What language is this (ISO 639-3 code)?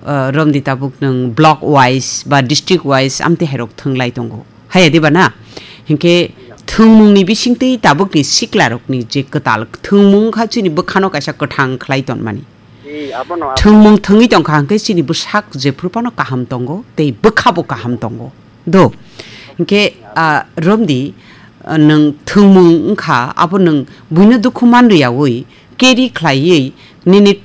trp